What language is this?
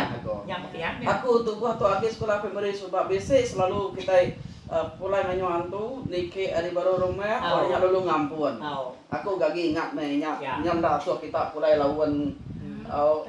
Iban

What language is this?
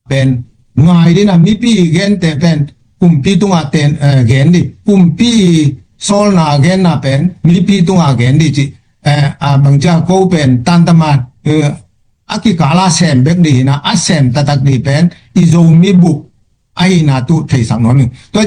Tedim Chin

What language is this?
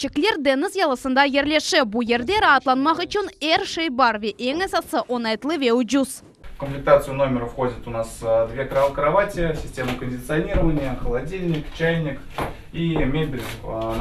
Crimean Tatar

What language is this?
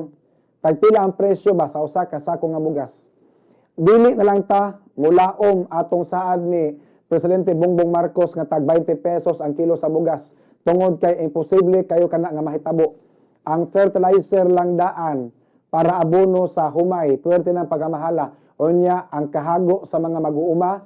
Cebuano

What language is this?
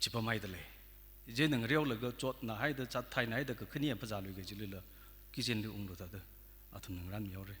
Tangkhul Naga (India)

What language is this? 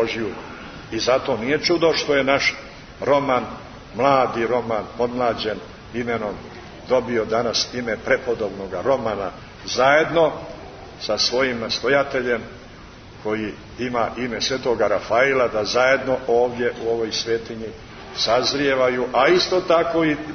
Serbian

